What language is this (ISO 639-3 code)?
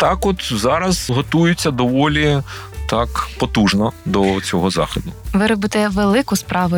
ukr